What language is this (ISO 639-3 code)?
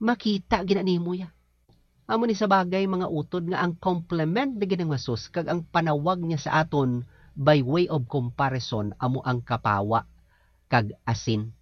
hil